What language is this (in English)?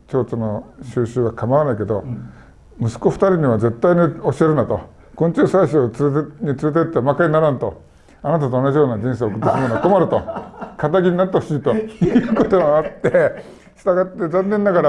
Japanese